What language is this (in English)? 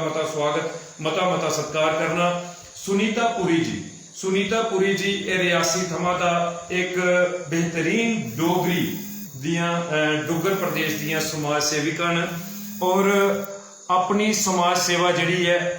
Dogri